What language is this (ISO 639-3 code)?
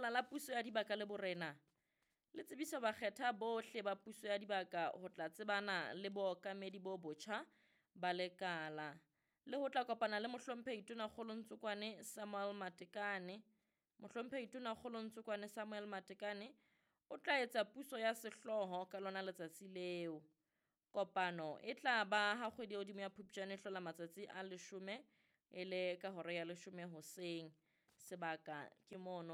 sot